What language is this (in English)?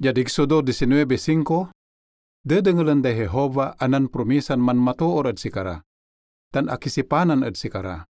Pangasinan